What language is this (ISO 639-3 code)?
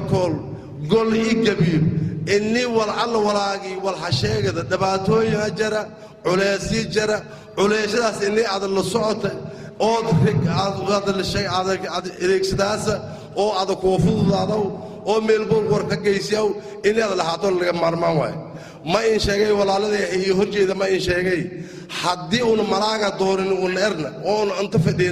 som